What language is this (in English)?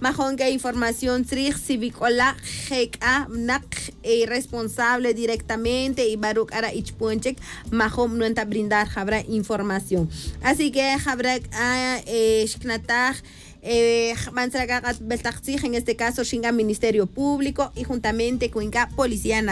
Tz'utujil